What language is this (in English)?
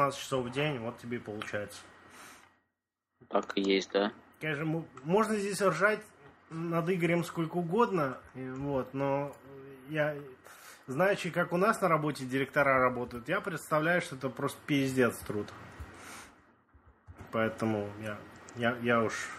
Russian